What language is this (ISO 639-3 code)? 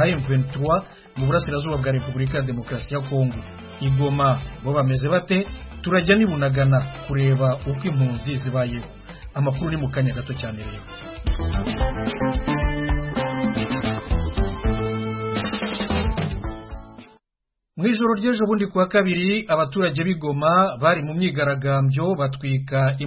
kin